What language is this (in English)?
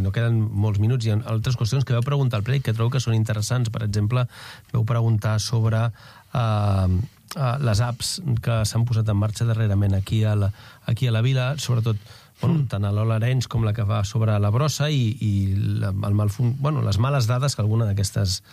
Catalan